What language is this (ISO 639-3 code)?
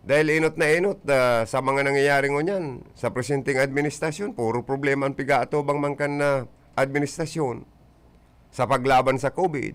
bik